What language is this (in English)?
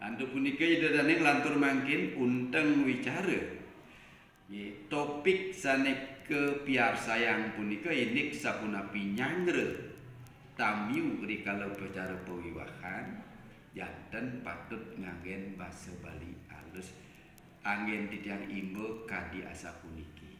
Balinese